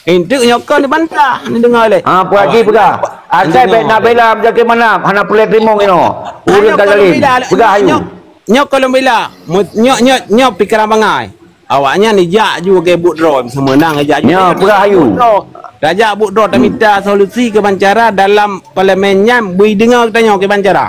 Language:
Achinese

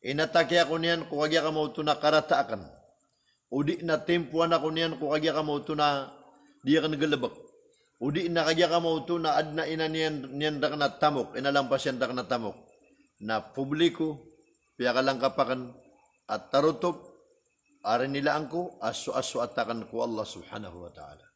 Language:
Maranao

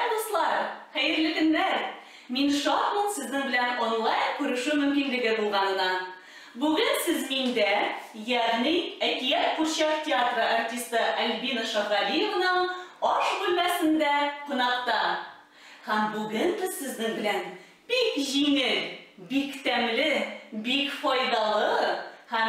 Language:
Tatar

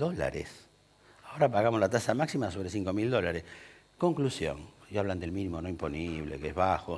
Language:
Spanish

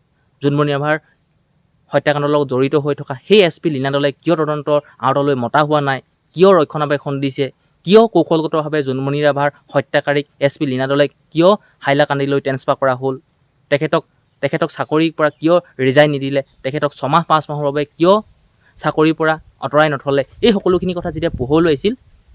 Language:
Assamese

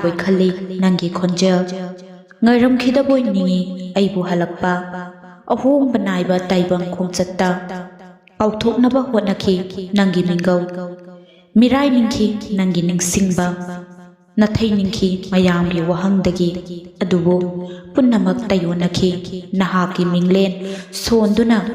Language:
Manipuri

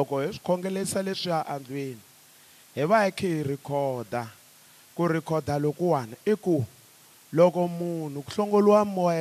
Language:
Tsonga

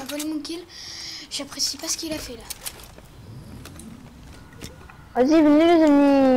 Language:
French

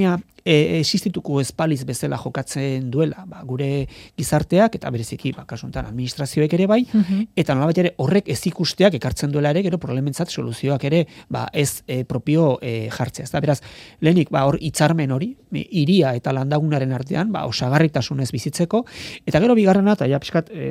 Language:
Basque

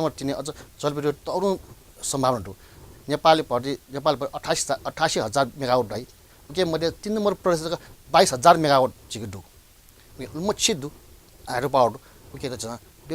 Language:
Newari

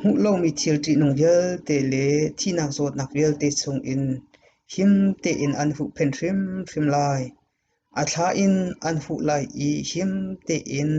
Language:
Hakha Chin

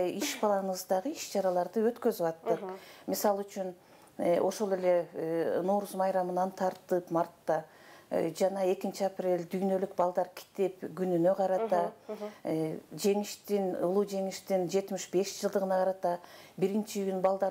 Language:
Kyrgyz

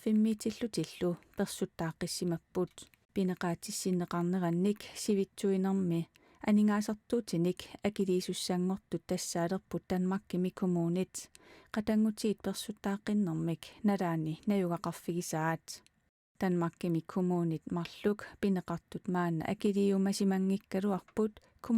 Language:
Kalaallisut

